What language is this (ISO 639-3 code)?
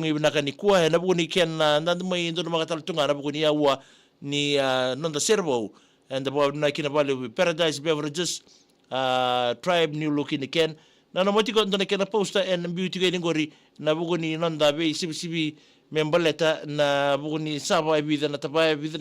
fij